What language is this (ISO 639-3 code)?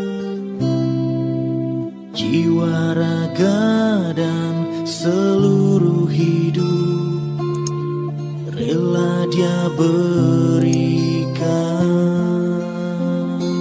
ind